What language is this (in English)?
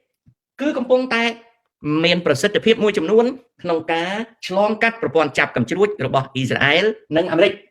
Khmer